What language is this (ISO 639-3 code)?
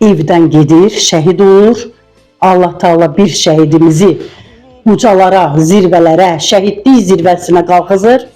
aze